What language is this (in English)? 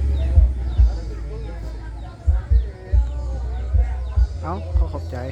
Lao